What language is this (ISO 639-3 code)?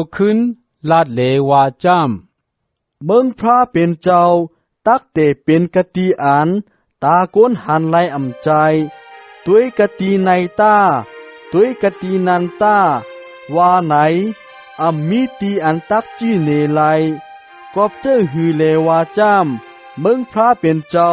shn